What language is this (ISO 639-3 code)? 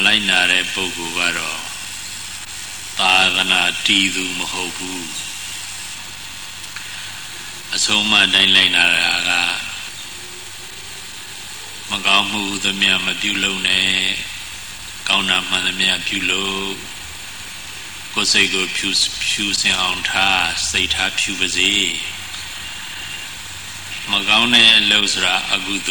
mya